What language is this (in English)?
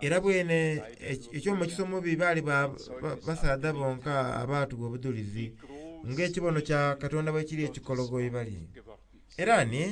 Soga